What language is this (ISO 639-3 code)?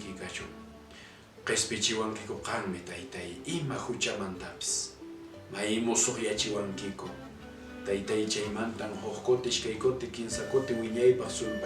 que